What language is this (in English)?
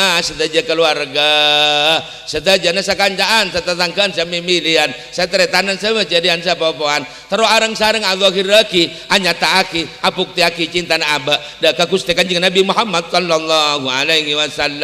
Madurese